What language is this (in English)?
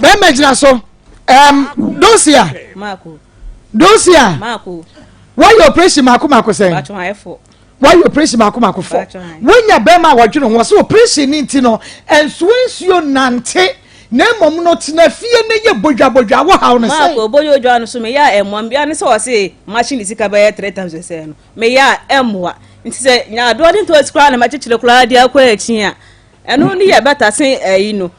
Akan